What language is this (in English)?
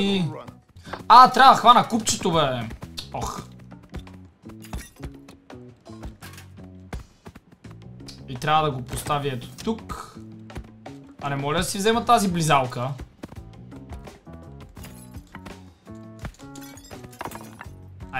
Bulgarian